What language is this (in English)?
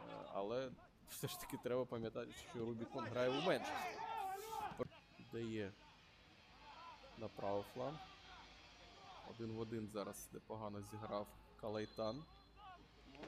Ukrainian